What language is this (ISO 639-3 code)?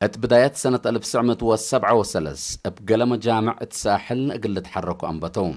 tig